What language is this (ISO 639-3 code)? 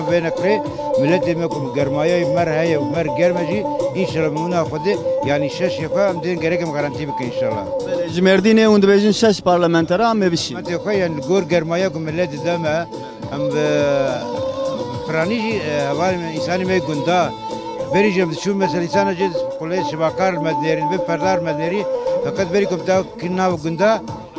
kur